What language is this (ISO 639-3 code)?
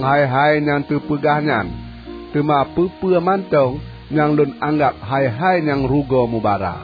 ace